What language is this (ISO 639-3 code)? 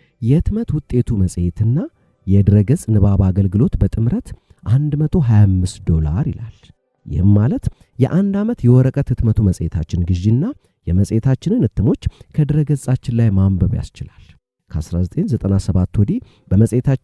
amh